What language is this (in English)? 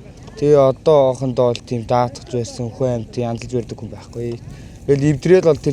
Mongolian